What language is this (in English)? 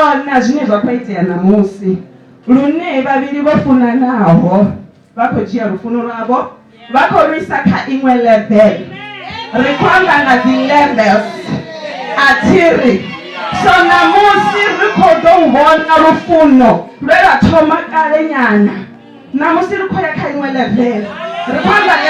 Venda